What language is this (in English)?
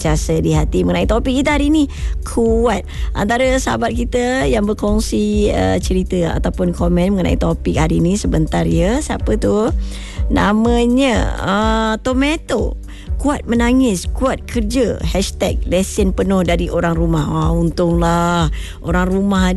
Malay